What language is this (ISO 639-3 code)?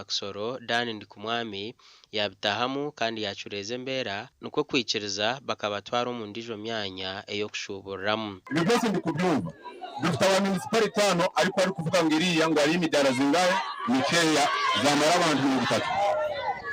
nyn